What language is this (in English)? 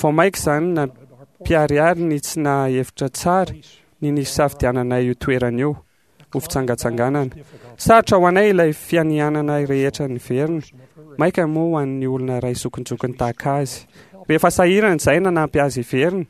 Malagasy